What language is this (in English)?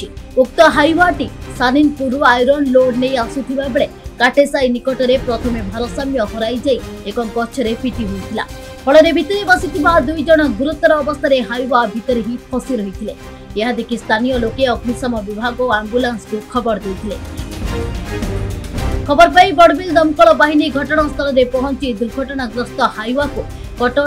Odia